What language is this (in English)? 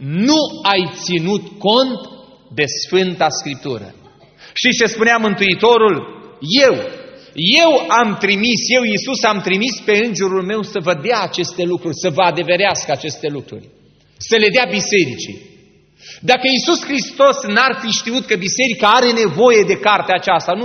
Romanian